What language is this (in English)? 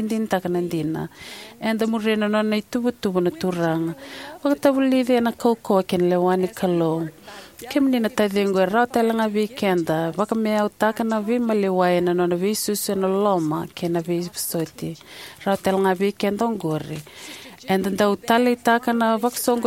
Fijian